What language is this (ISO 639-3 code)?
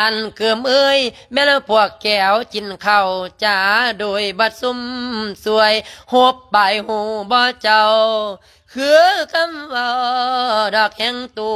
lao